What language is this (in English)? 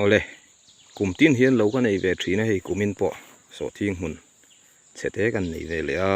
Mizo